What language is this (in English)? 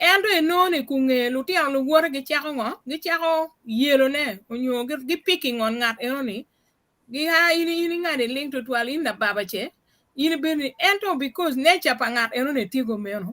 Acoli